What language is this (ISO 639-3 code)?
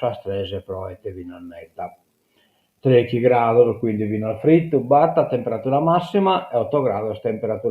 srd